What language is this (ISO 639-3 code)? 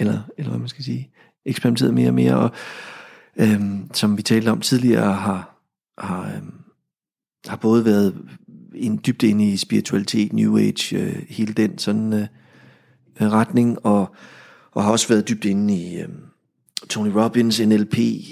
dan